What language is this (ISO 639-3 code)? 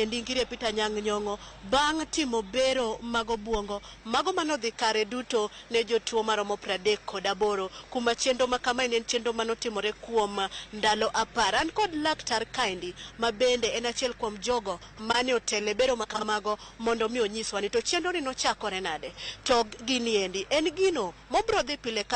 luo